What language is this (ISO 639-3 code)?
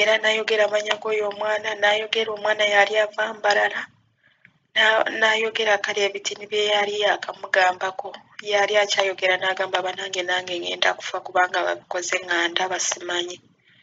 lug